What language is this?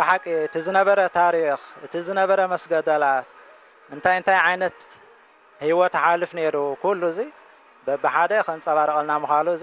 Tigrinya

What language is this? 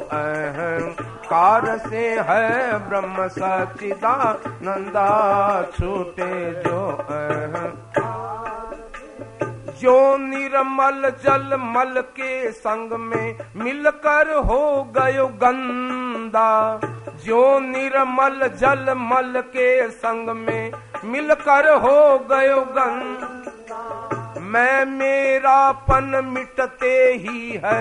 Hindi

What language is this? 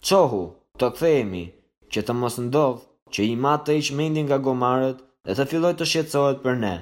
Albanian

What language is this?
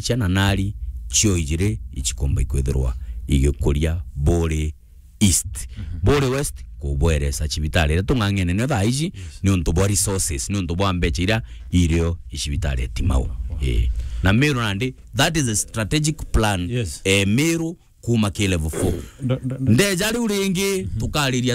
Meru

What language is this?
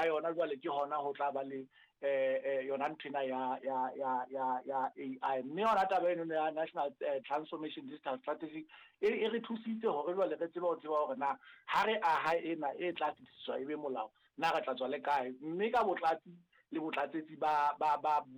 Southern Sotho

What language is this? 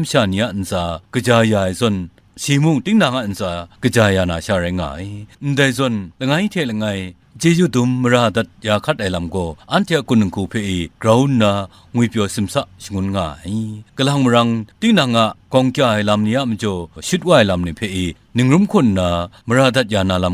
Kachin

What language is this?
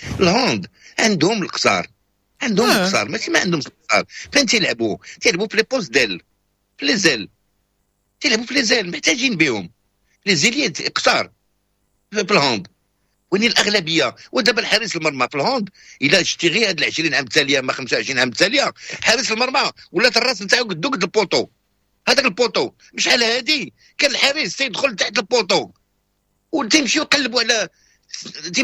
Moroccan Arabic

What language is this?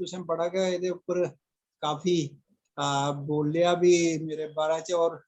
Dogri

